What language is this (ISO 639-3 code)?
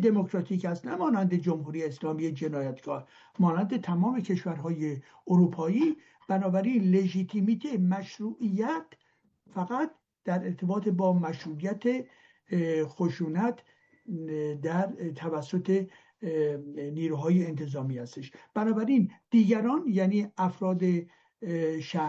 fas